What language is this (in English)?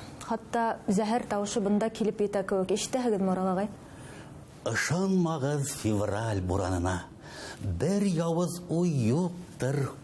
Bashkir